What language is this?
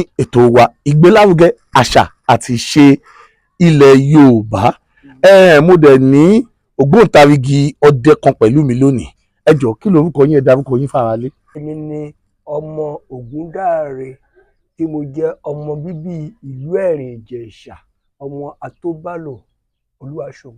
Yoruba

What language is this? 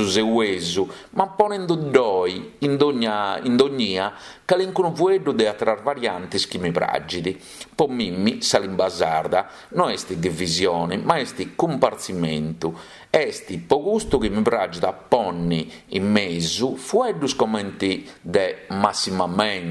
Sardinian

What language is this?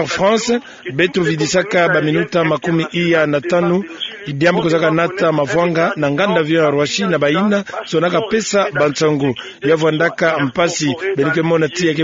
Kituba (Democratic Republic of Congo)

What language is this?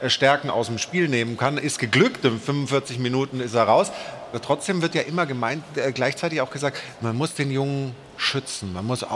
German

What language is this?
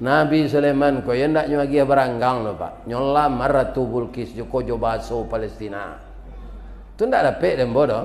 Minangkabau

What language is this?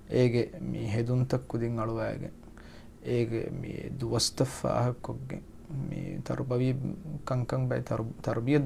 Divehi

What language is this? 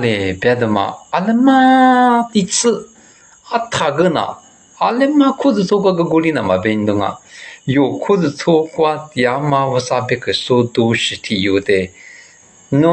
Lisu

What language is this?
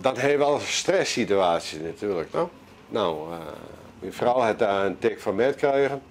Western Frisian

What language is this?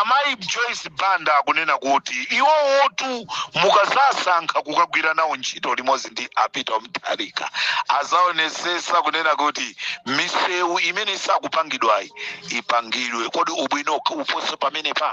Nyanja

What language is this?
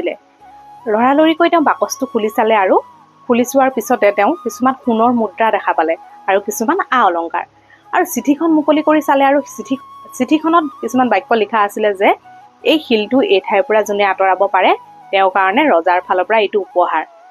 Assamese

